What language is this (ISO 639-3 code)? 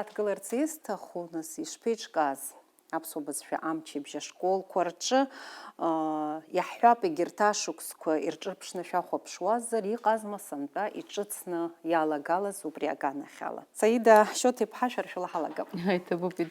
abk